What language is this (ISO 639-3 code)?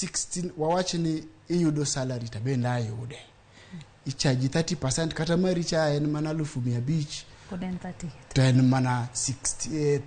luo